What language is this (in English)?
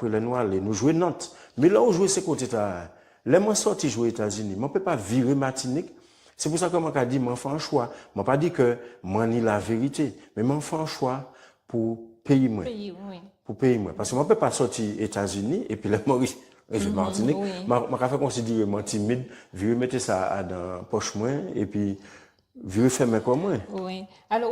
Guadeloupean Creole French